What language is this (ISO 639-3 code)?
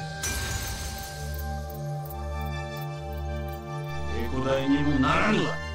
jpn